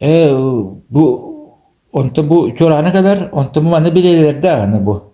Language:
Yakut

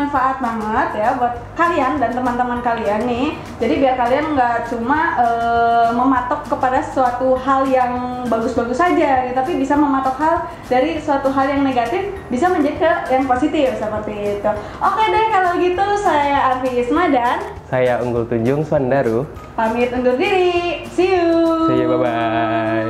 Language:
Indonesian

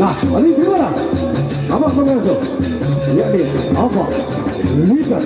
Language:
Sasak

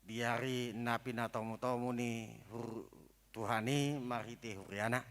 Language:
Batak Toba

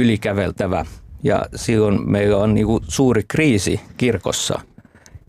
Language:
Finnish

